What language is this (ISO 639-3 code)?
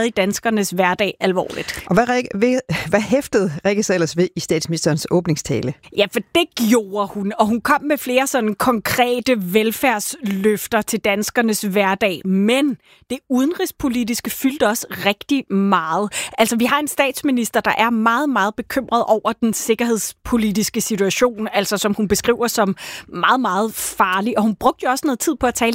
dan